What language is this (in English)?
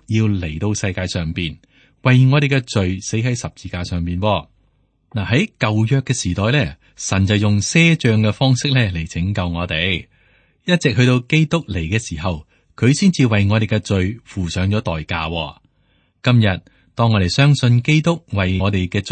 Cantonese